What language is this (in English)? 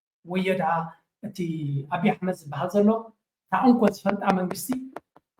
Tigrinya